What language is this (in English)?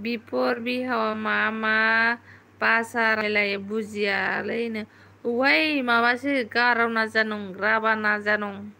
Bodo